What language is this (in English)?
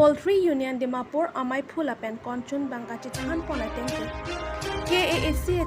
Karbi